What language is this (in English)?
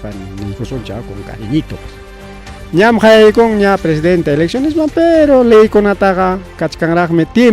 Ayacucho Quechua